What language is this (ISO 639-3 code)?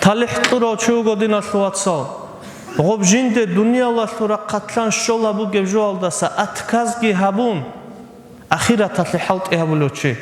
ava